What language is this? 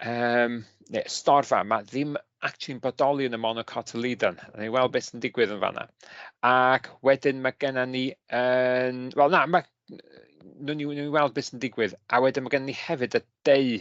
Welsh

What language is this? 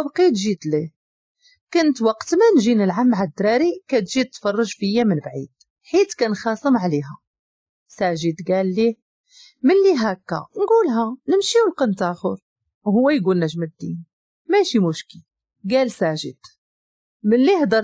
Moroccan Arabic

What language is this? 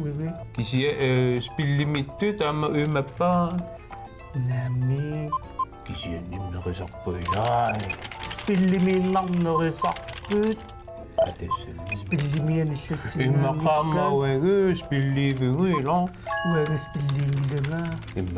Kalaallisut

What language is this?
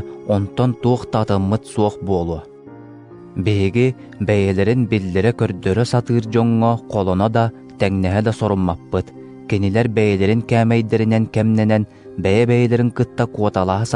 Yakut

